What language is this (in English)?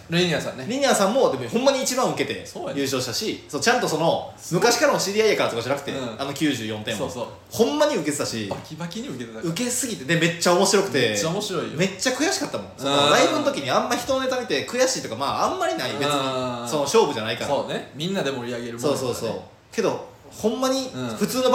Japanese